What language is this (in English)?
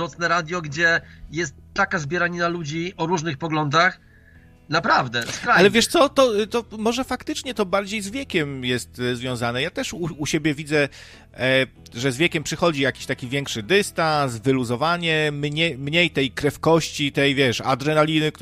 Polish